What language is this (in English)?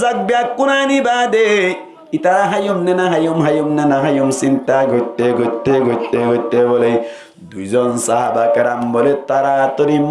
Rohingya